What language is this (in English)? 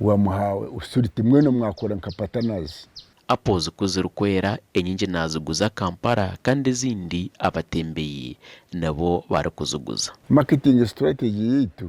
Nyankole